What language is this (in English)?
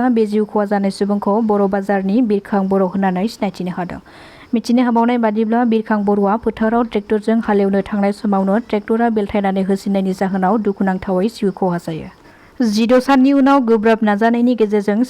Bodo